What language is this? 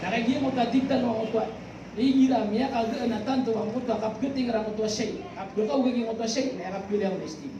Maranao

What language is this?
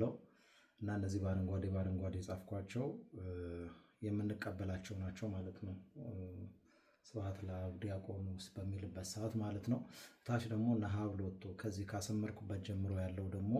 Amharic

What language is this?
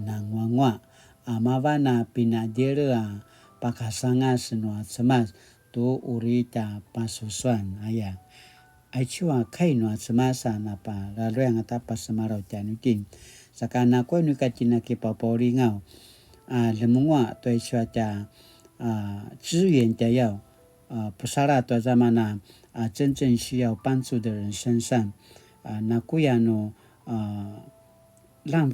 Paiwan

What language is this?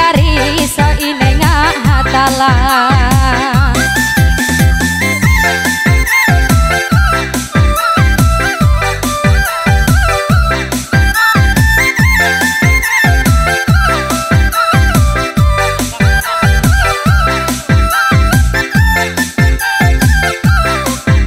Ngaju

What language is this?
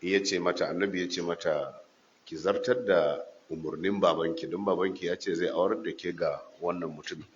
Hausa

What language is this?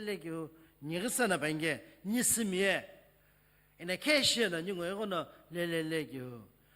Sumi Naga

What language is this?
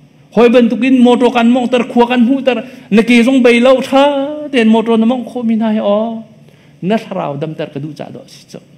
Hakha Chin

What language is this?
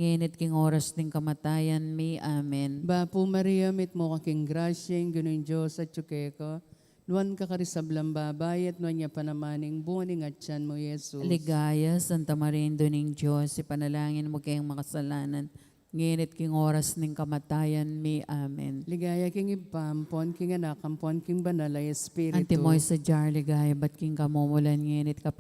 Pampanga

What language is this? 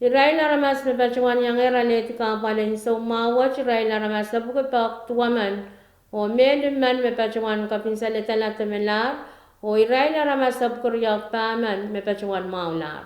Pohnpeian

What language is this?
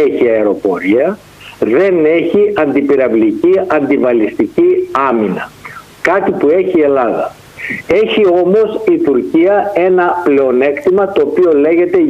Greek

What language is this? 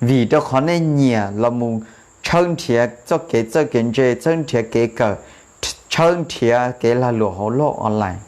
Hmong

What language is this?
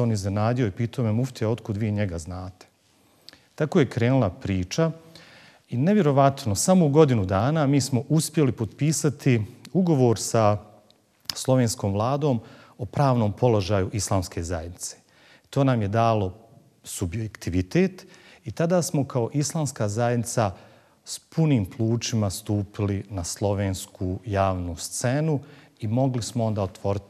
Bosnian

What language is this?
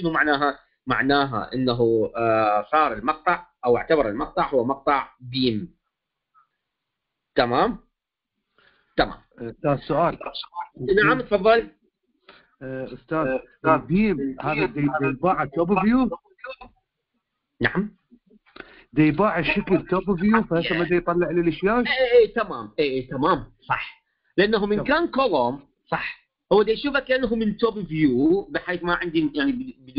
Mesopotamian Arabic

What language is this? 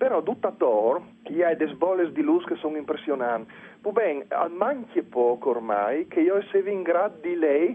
Friulian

